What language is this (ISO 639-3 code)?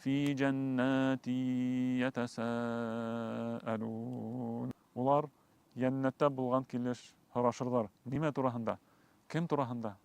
bak